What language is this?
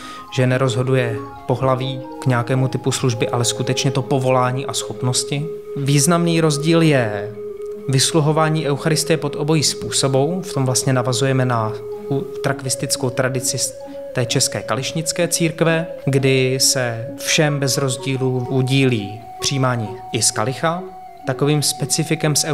Czech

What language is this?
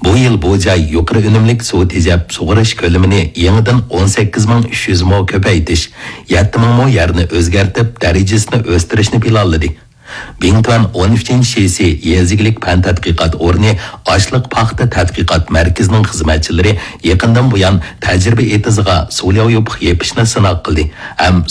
Uyghur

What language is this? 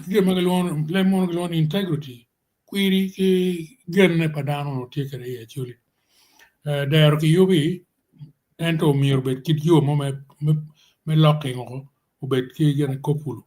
Acoli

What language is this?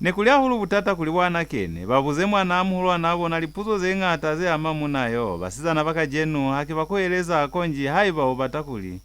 Lozi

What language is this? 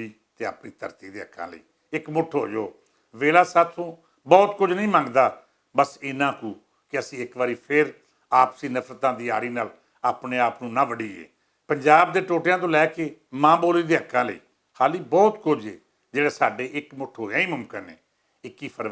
Western Panjabi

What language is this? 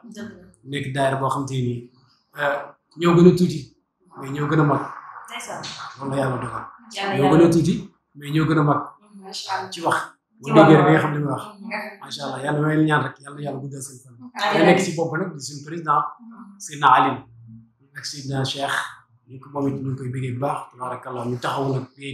Wolof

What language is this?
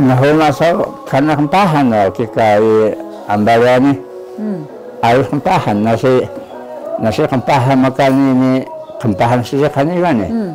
Taroko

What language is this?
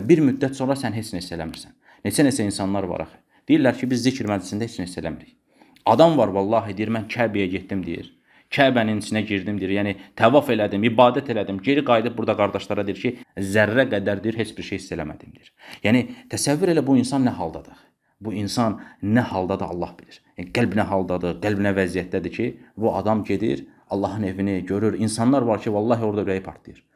Azerbaijani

